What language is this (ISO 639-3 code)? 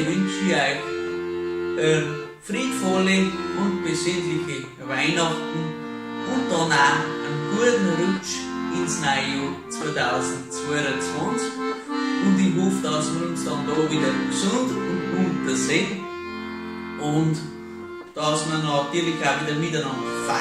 bar